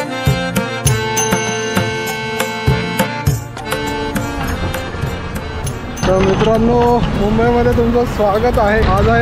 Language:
Marathi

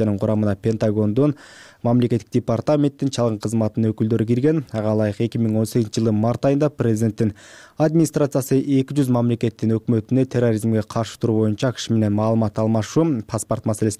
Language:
Kyrgyz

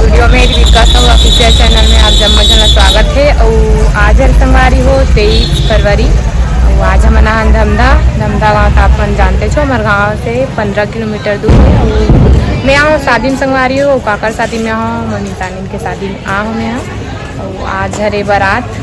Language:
Chhattisgarhi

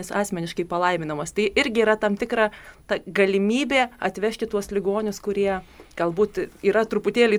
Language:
Lithuanian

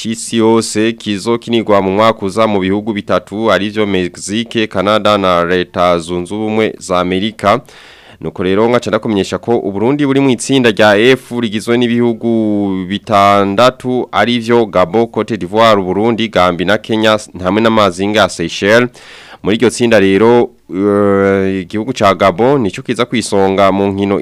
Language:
Rundi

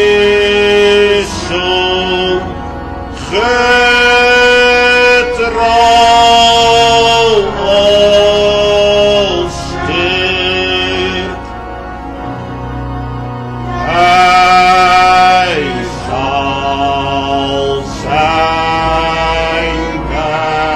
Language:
Dutch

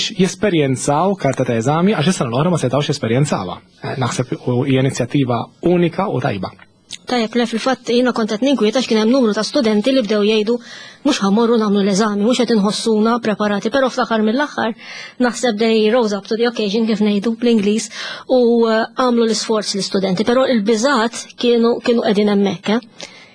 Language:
Maltese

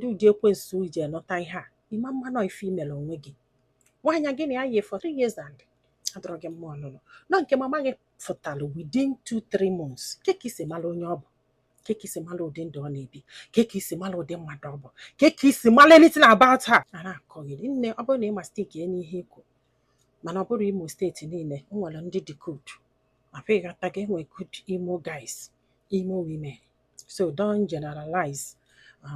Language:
Igbo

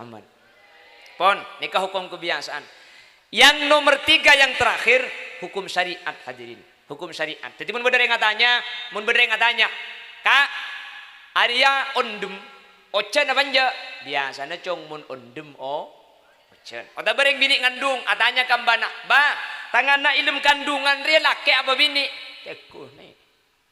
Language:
Madurese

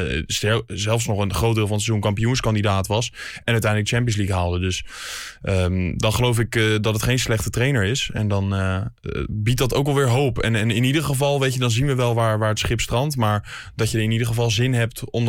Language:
Dutch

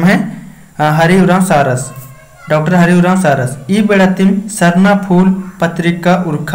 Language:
Kurukh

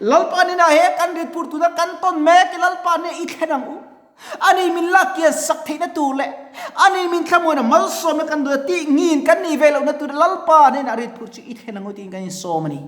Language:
Mizo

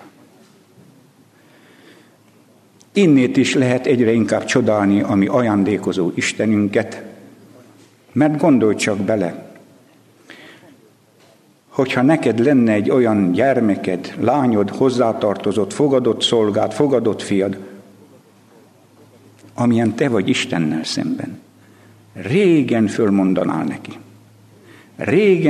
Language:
Hungarian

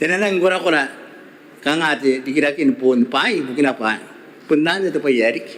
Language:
Gilbertese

